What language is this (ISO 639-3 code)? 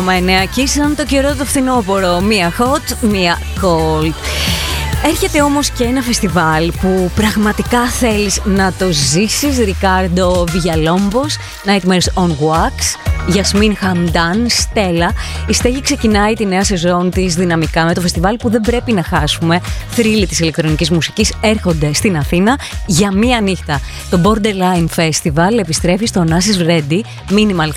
ell